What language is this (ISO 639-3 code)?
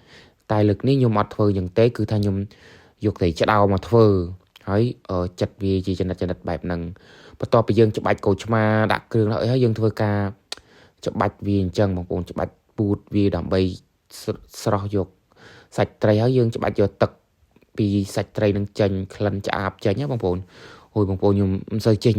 khm